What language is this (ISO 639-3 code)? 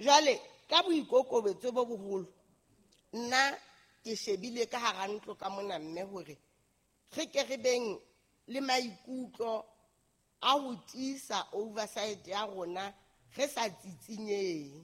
sot